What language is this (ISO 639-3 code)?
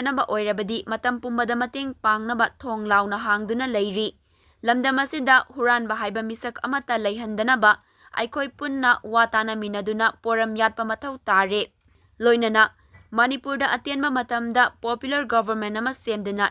mni